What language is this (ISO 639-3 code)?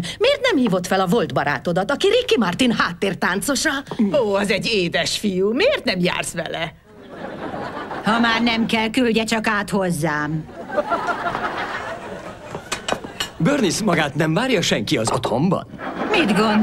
hun